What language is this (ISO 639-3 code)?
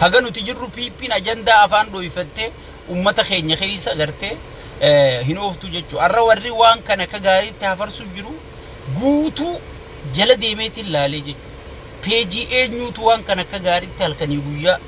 orm